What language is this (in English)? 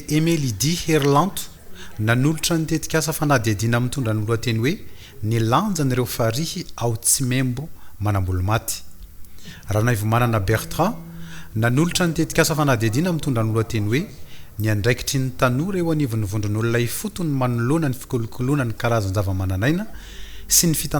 Malagasy